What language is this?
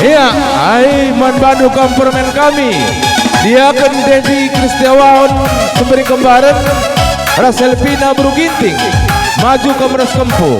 Batak Karo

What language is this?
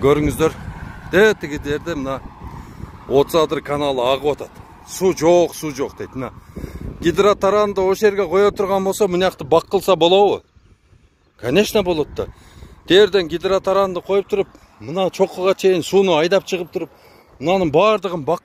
Kyrgyz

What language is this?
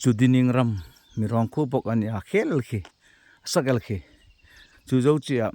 Hmar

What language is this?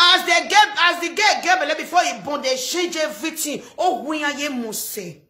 Nigerian Pidgin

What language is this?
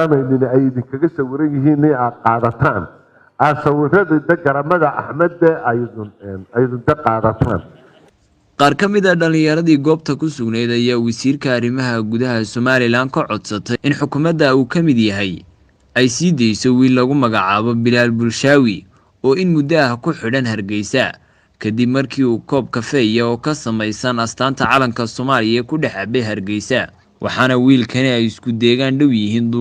Somali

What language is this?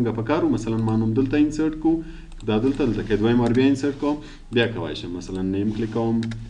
Pashto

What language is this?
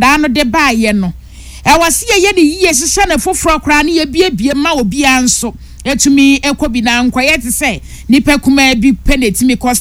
Akan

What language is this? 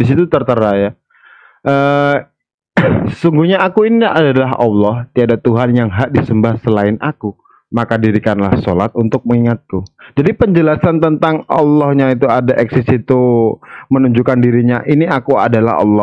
Indonesian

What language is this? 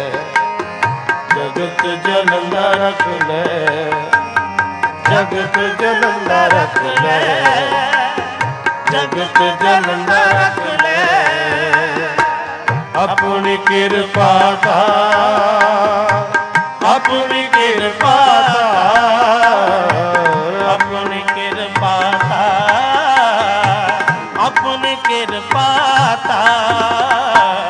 Punjabi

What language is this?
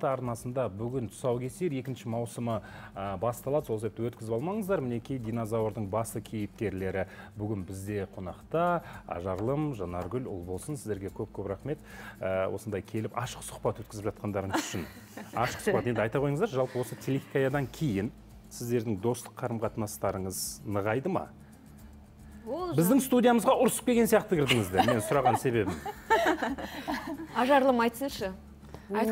Kazakh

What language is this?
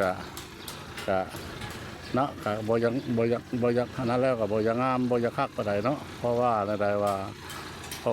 Lao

